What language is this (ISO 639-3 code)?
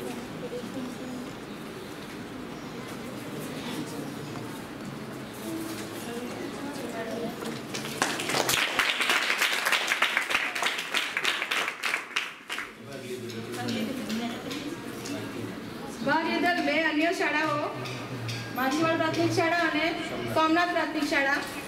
guj